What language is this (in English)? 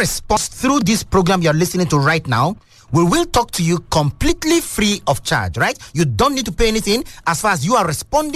English